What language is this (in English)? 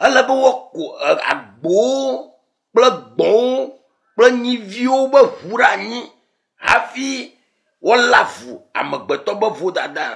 Ewe